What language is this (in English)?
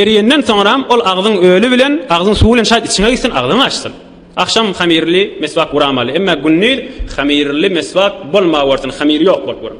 Turkmen